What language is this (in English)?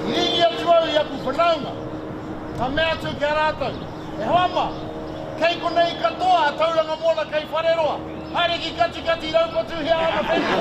Māori